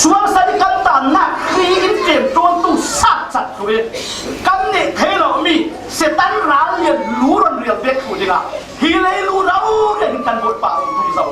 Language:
Falam Chin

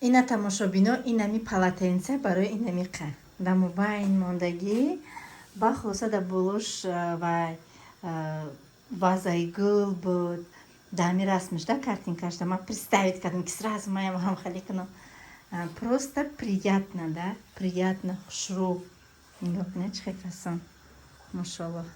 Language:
Tajik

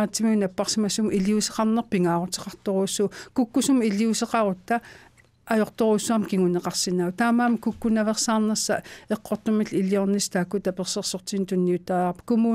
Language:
Kalaallisut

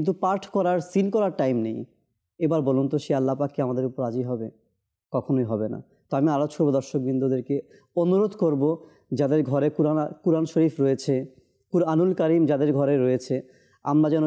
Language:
Bangla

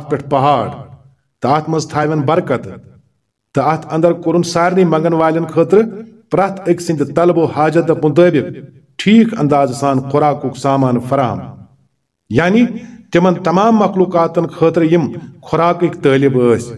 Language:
Kashmiri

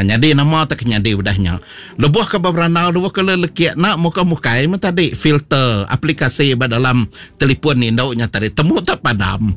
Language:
Iban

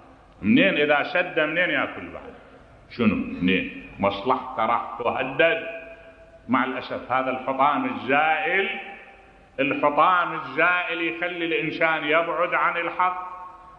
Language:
Mesopotamian Arabic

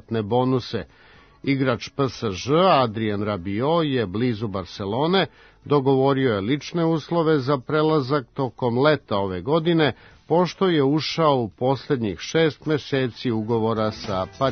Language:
Serbian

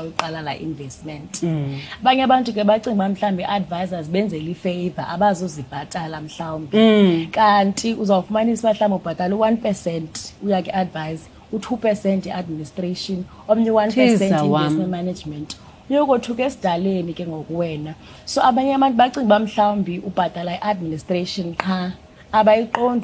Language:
Xhosa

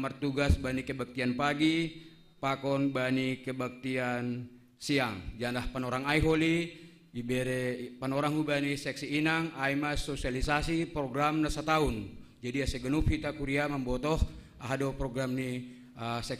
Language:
Batak Simalungun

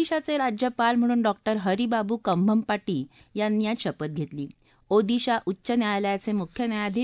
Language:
Marathi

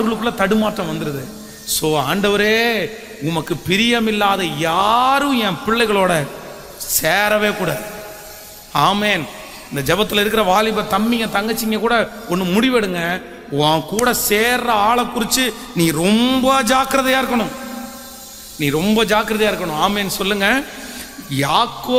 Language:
Tamil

